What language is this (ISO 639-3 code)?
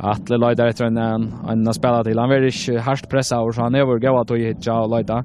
fao